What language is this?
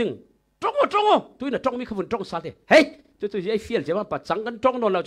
Falam Chin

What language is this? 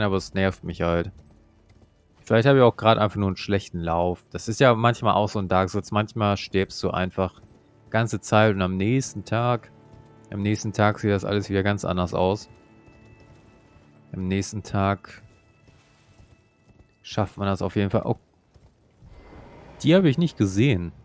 German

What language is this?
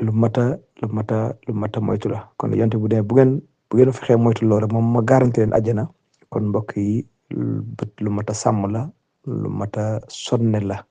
Wolof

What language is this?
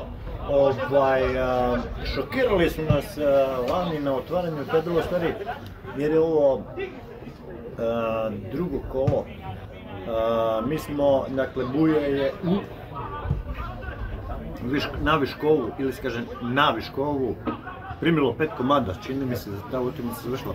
Croatian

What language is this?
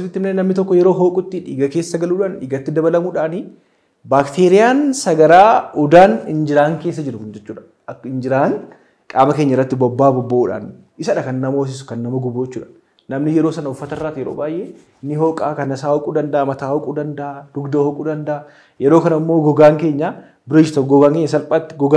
Oromo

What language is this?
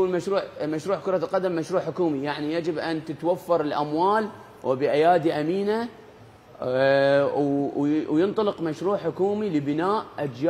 Mesopotamian Arabic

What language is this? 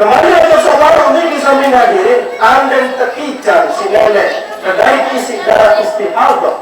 Sasak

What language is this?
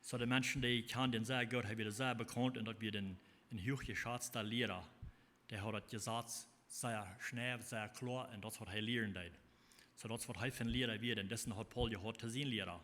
Plautdietsch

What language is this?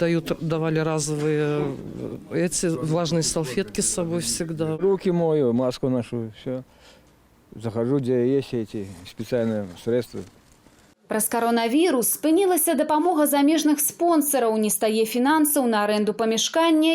Belarusian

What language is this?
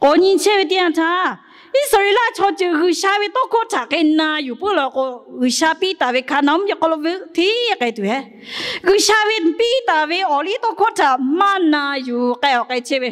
Lahu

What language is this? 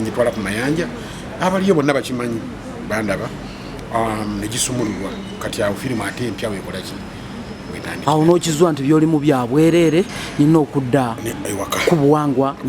Ganda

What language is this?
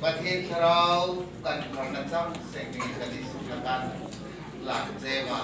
Hmar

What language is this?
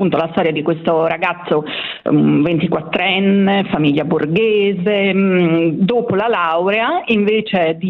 Italian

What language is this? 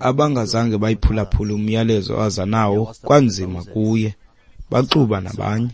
Xhosa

